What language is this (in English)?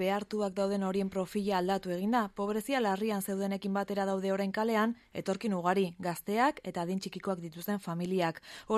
Basque